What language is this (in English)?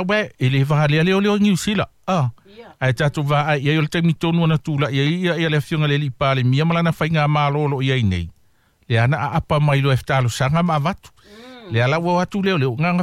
Samoan